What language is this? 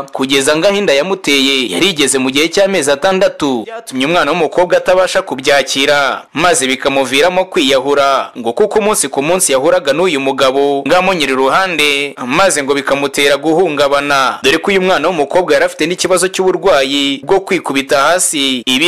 Kinyarwanda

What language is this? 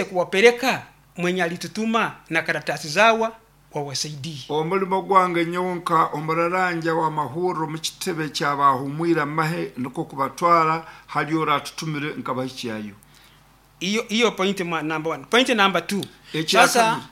Nyankole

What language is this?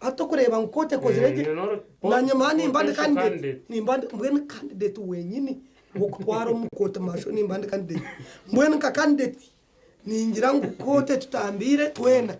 Nyankole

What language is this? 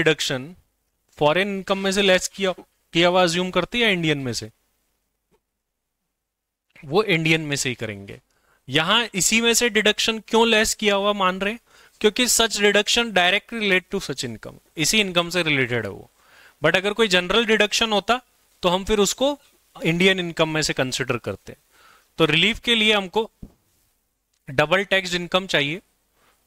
Hindi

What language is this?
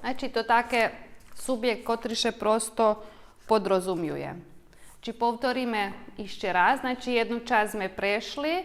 Rusyn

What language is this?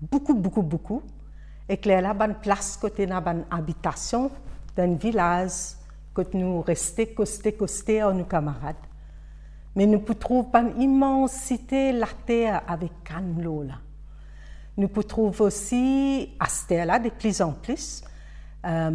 Morisyen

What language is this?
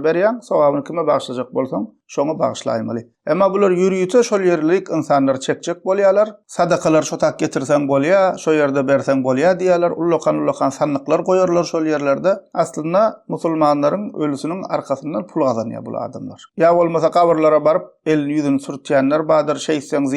Turkmen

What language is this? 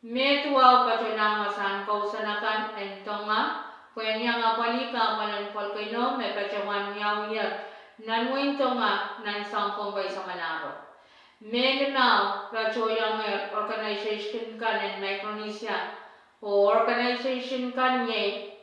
Pohnpeian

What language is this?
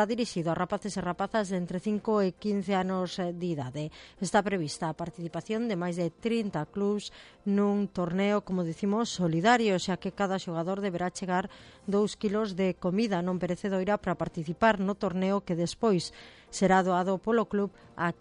Galician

